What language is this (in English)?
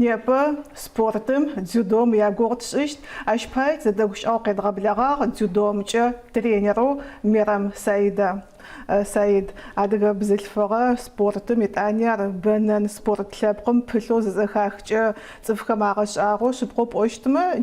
Adyghe